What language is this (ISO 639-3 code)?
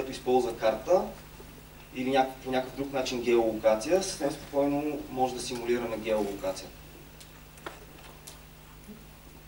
bul